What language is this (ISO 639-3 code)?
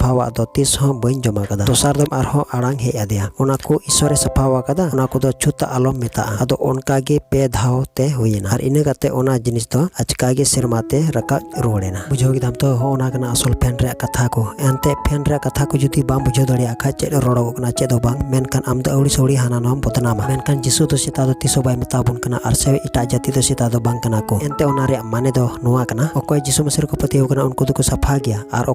sat